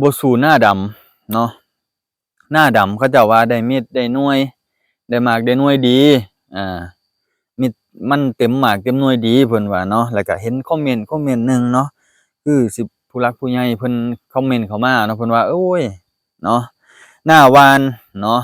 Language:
Lao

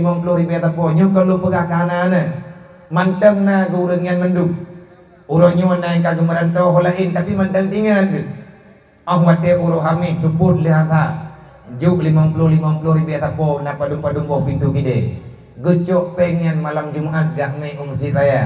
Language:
Achinese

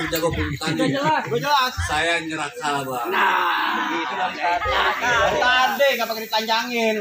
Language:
Betawi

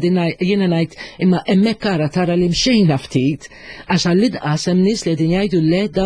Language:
Maltese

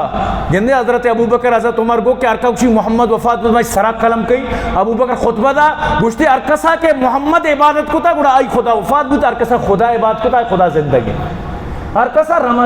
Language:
Eastern Balochi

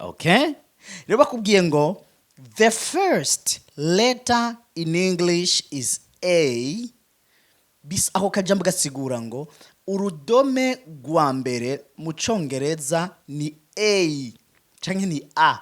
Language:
Rundi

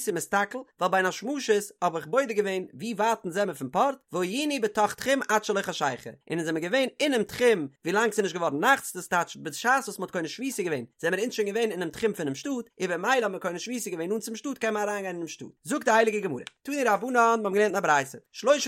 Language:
Yiddish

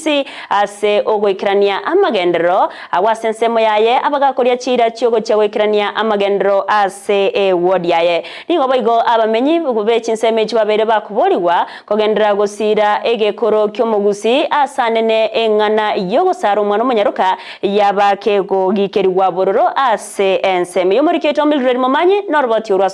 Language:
Gusii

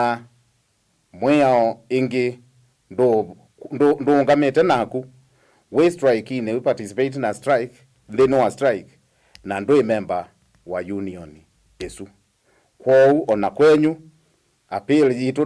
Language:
Kamba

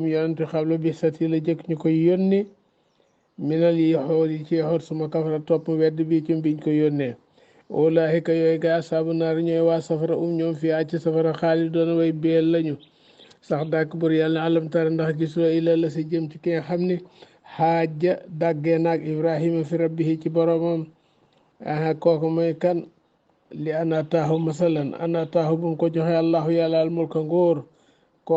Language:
Wolof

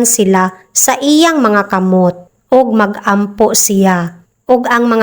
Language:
Cebuano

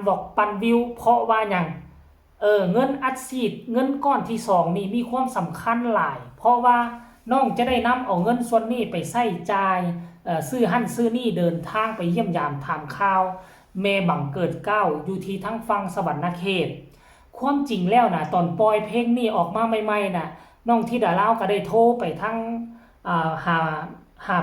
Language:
Northeastern Thai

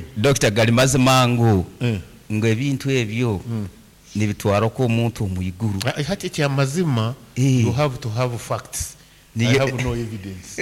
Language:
Nyoro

